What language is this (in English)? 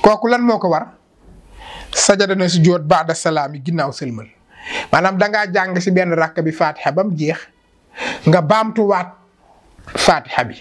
Wolof